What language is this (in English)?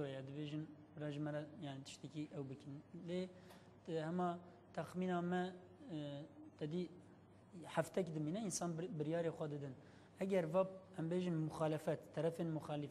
Kurdish